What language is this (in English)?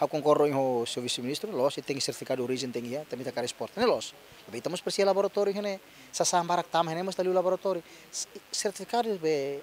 Tetum